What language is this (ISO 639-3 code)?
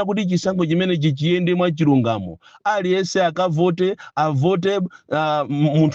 nya